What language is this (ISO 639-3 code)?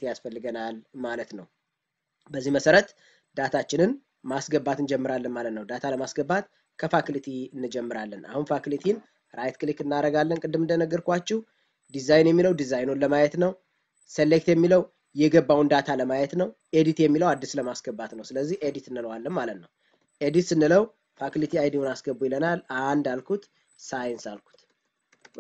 amh